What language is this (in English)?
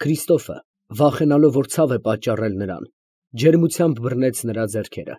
Armenian